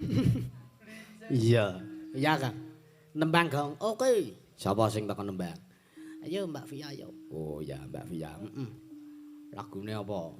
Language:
Javanese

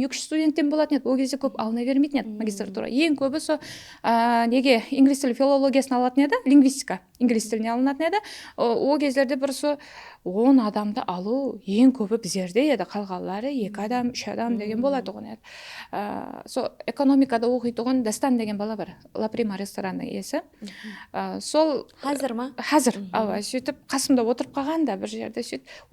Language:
Kara-Kalpak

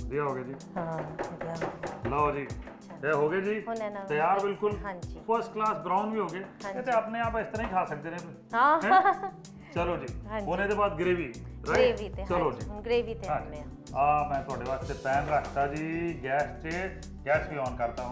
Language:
Punjabi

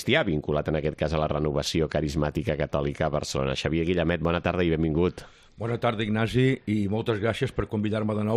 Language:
Catalan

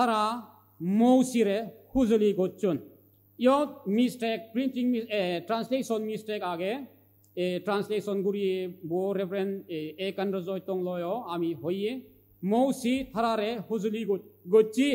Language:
Chakma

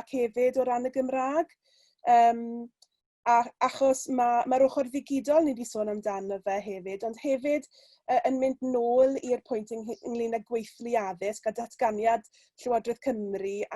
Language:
Welsh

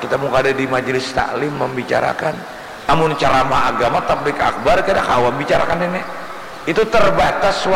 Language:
Banjar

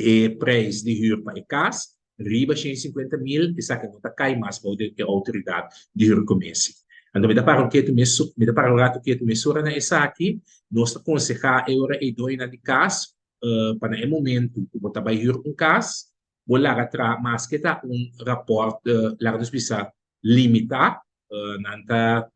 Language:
Papiamento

